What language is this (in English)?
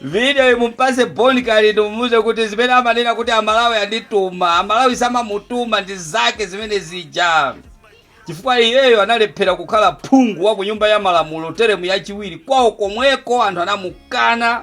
Nyanja